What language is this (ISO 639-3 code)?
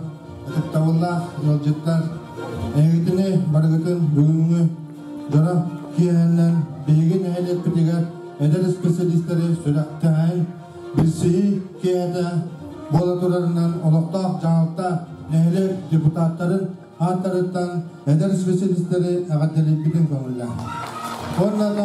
sah